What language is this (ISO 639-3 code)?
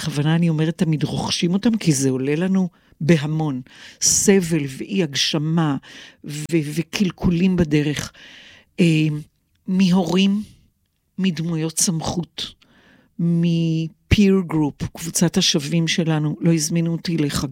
heb